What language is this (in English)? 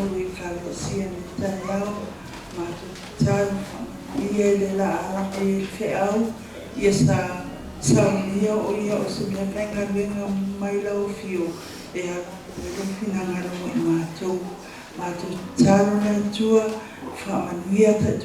Samoan